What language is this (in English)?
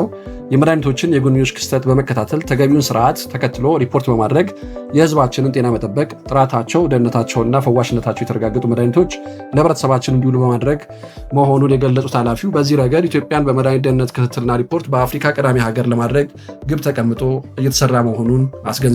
Amharic